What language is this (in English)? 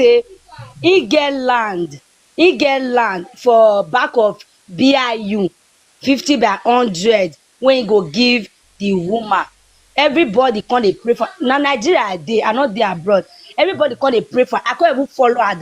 Nigerian Pidgin